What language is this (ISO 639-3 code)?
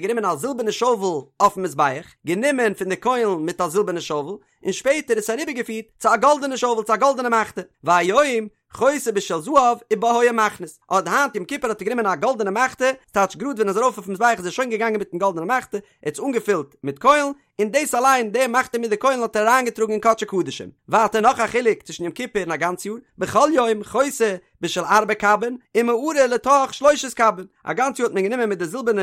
yid